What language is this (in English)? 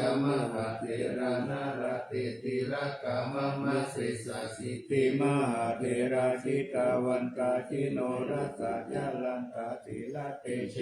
Pali